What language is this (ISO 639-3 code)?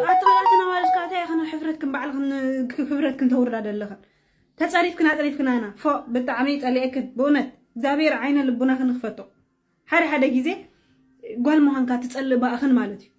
tir